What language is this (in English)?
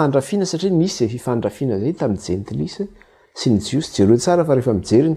Malagasy